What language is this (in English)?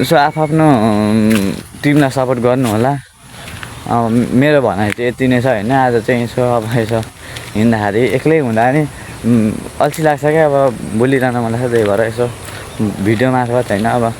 Nepali